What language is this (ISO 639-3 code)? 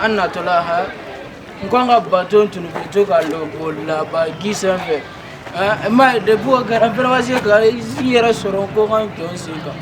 bam